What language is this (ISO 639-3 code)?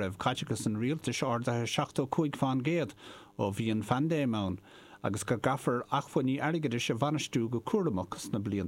gle